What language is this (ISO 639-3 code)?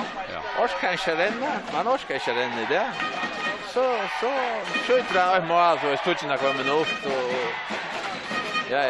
fao